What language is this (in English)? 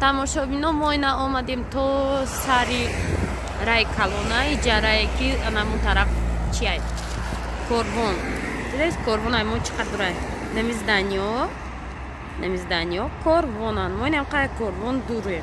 Tajik